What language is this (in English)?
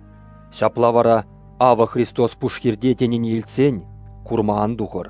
Chuvash